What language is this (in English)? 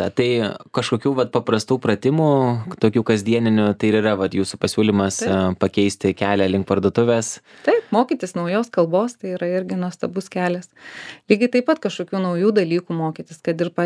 Lithuanian